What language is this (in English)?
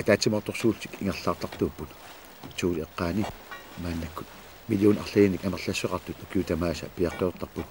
Kalaallisut